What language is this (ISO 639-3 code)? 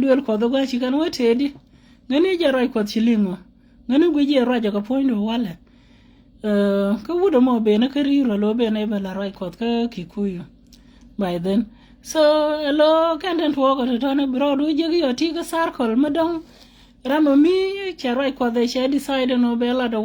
nus